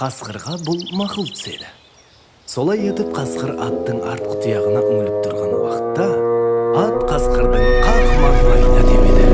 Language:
Kara-Kalpak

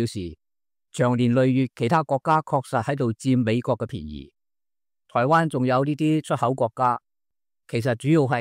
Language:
Cantonese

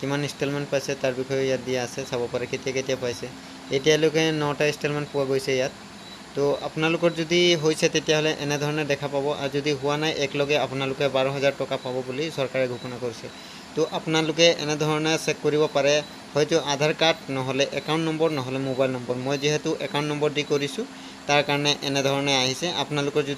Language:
Assamese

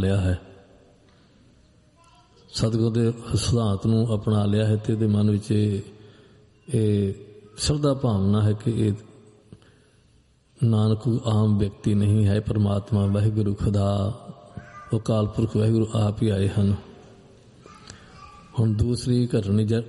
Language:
Punjabi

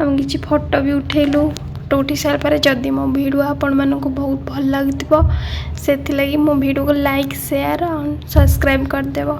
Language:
Odia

